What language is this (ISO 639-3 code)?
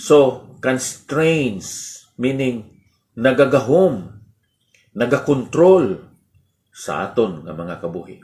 hil